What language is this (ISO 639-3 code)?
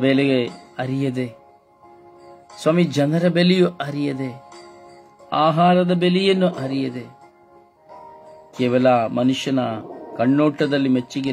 kan